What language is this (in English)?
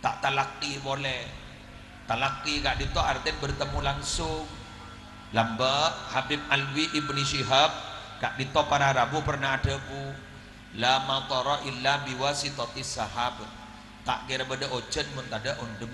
Madurese